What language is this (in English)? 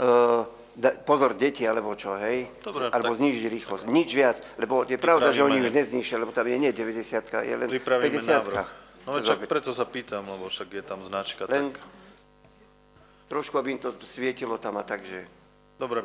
Slovak